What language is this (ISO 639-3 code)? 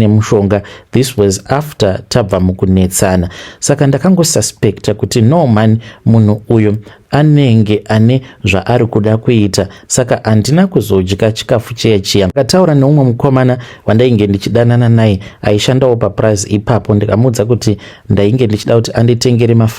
sna